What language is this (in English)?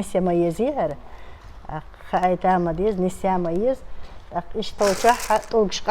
Chechen